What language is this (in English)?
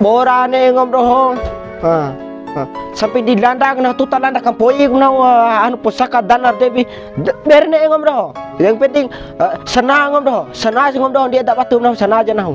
Bima